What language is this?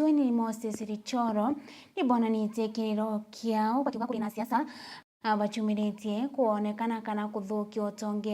Meru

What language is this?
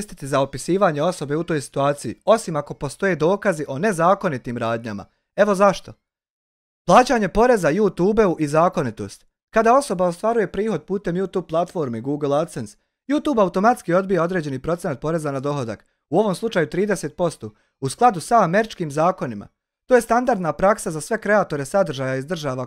Bosnian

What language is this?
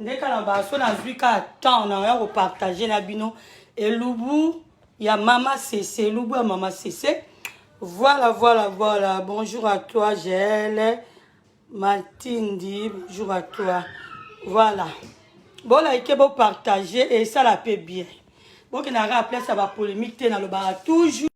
Lingala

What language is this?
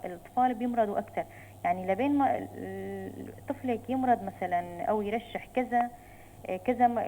North Levantine Arabic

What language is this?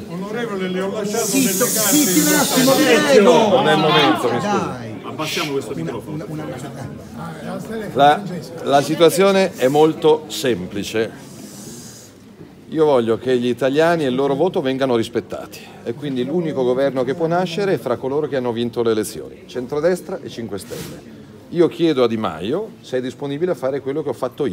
Italian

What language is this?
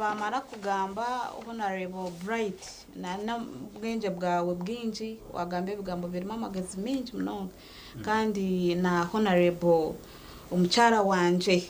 Nyankole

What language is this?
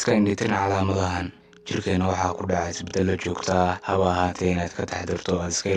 Somali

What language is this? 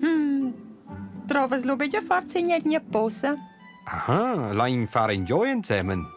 Romansh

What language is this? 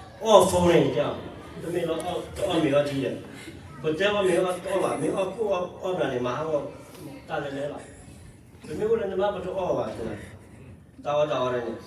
S'gaw Karen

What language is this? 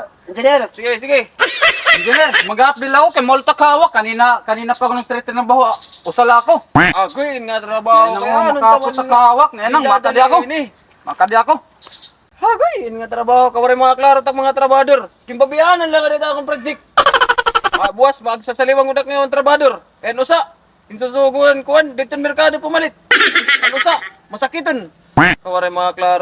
Waray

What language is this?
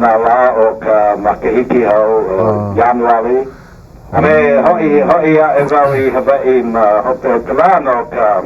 Hawaiian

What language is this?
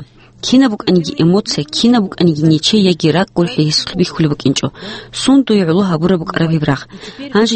Avaric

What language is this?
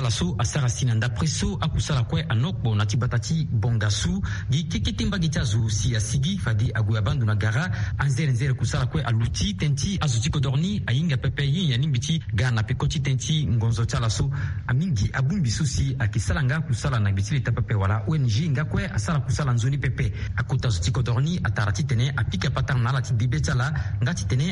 Sango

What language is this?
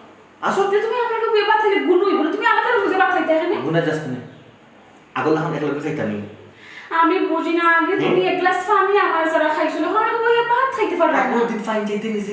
Sylheti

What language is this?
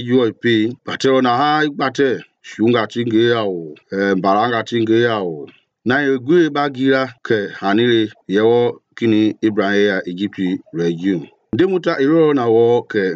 Mende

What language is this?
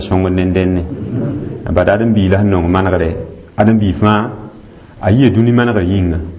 Mossi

